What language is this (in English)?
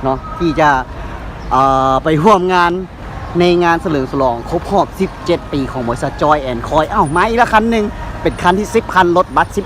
Lao